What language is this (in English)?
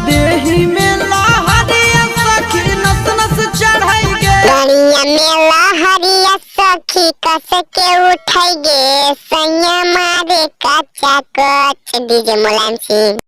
Magahi